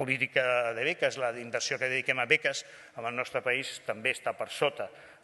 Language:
Catalan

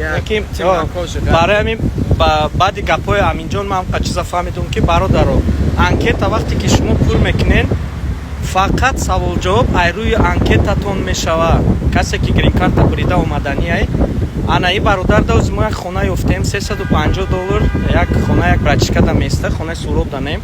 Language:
Tajik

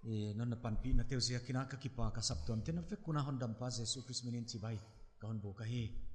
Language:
Paite Chin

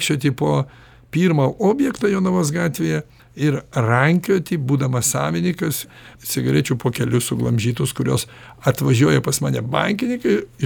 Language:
Lithuanian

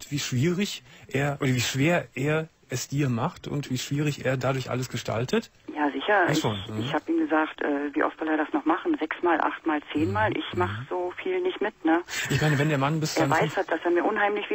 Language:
German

